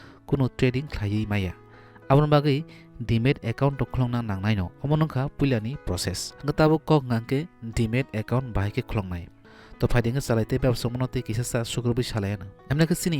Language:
Kok Borok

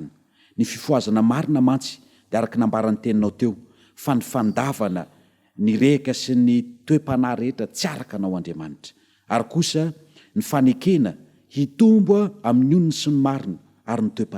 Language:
Malagasy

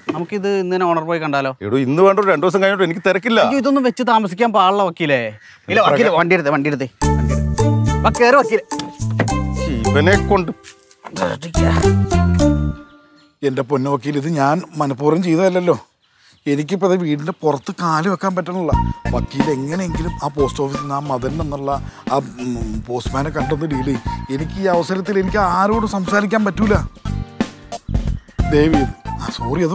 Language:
Malayalam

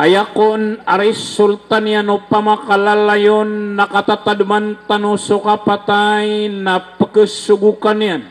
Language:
Maranao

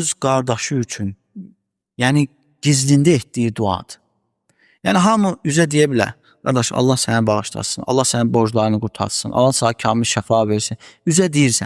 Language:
Azerbaijani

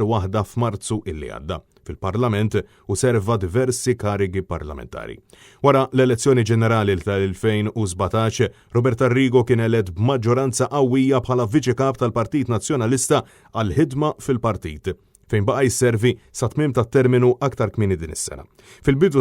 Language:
Maltese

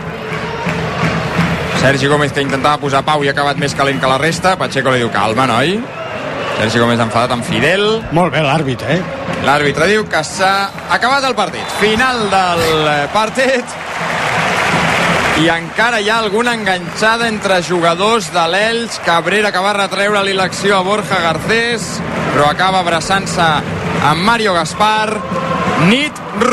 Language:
Catalan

